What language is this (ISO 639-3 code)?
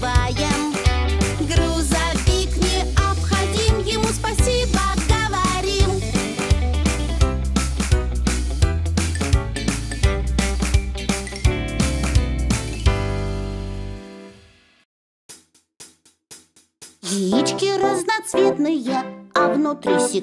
rus